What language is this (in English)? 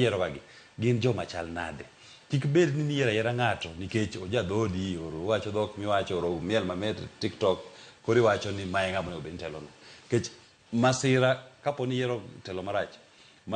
Luo (Kenya and Tanzania)